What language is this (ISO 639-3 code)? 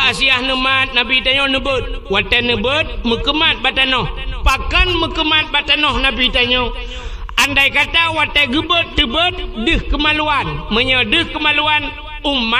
ace